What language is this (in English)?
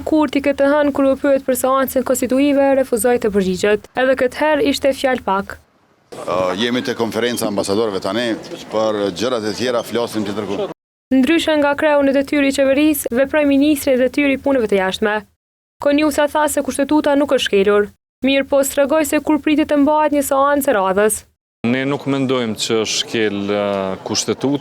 Albanian